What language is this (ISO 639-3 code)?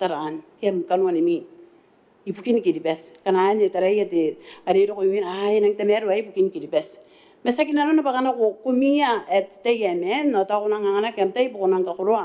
gil